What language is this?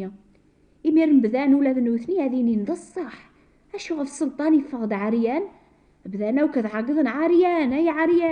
Kabyle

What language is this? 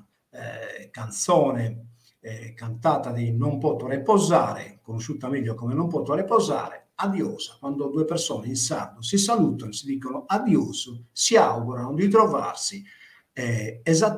Italian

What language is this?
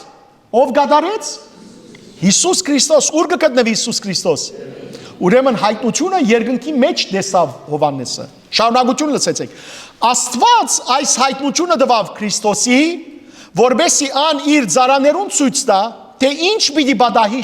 Western Armenian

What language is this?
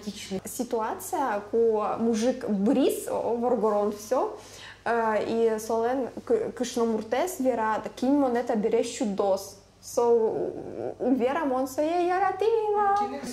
Udmurt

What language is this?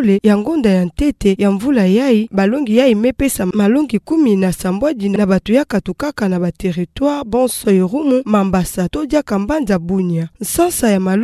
Kituba (Democratic Republic of Congo)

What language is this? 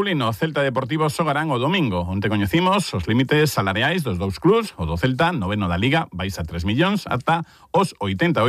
Galician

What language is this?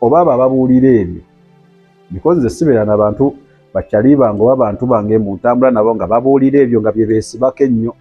Ganda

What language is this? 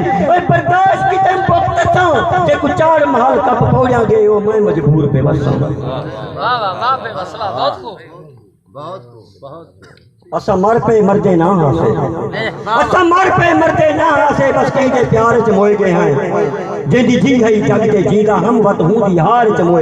Saraiki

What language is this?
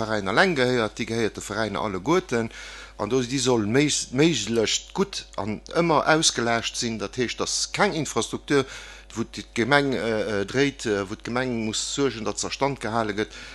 Luxembourgish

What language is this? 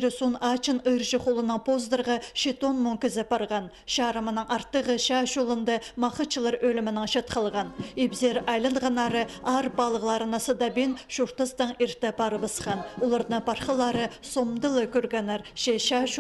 Khakas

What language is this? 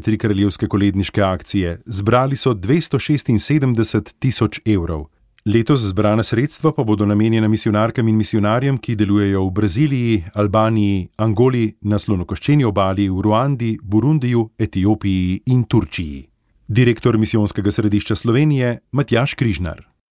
Slovenian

